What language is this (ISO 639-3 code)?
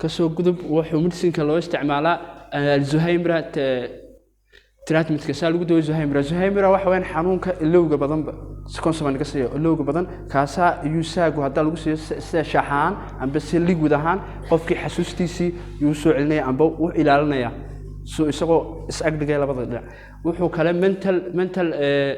som